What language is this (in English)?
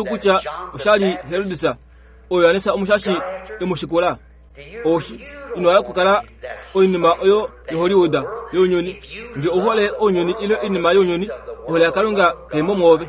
Kuanyama